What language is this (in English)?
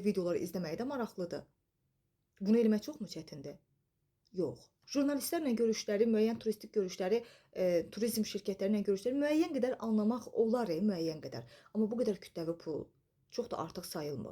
Azerbaijani